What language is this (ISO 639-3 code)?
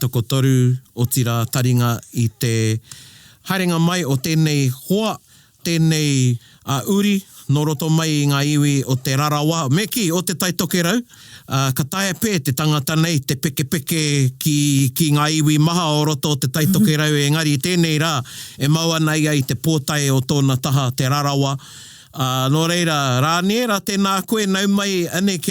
mri